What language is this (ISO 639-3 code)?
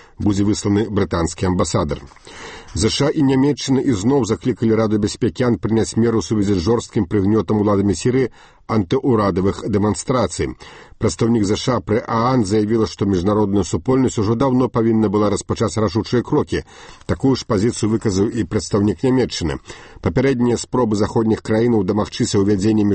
bel